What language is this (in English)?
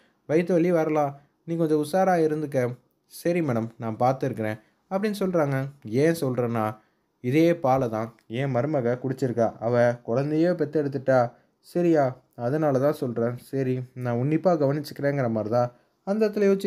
Tamil